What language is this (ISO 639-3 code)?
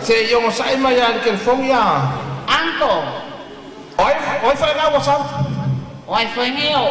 smo